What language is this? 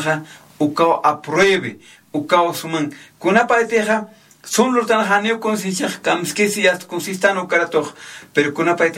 Aymara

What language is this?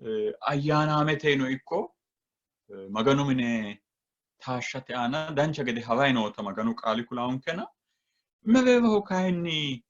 Sidamo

